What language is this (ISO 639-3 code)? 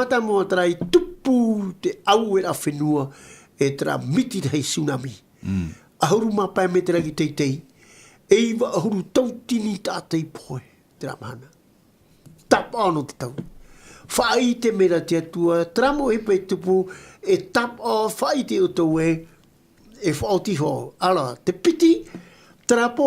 tah